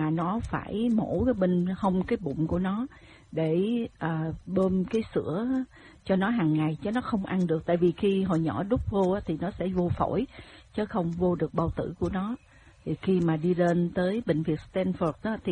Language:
Vietnamese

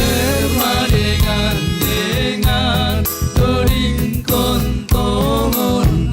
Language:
Batak Simalungun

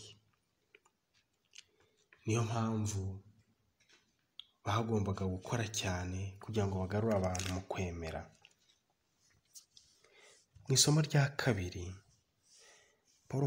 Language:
Kinyarwanda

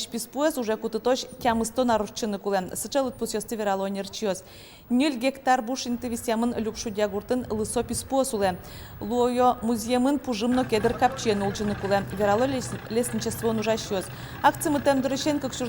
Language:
Udmurt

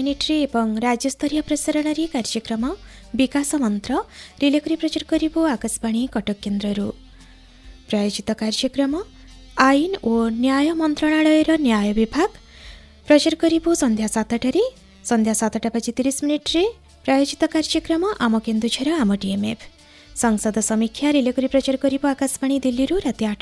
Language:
Odia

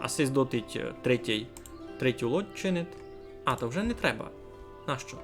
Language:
Rusyn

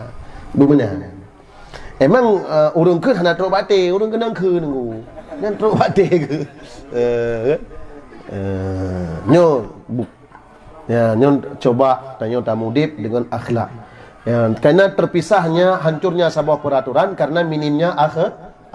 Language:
Achinese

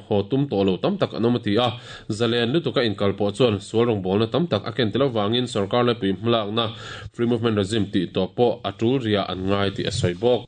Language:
Mizo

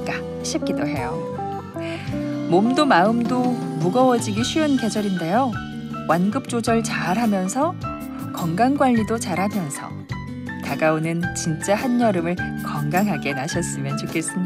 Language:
Korean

